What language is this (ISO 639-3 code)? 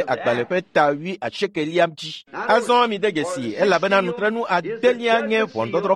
ewe